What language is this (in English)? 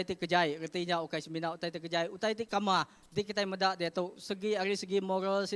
Iban